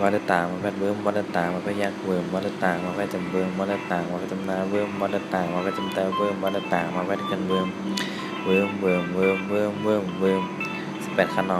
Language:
Shan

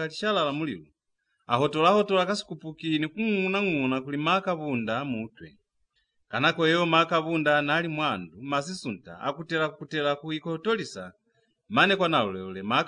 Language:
Lozi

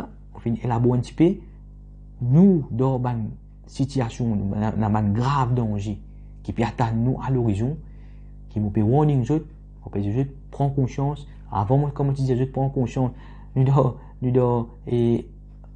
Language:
Morisyen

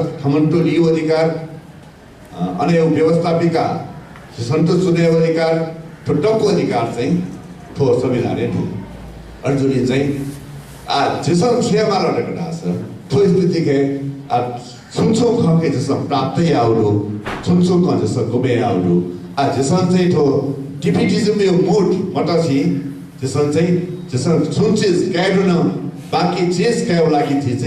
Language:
Newari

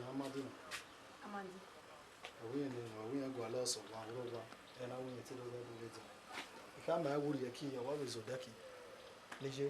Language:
Bini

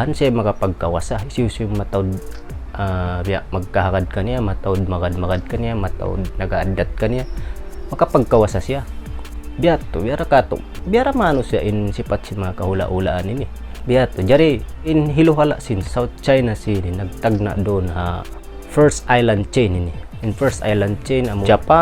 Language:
Tausug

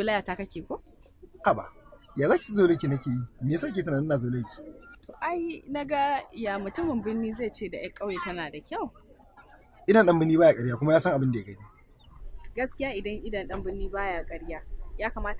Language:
Hausa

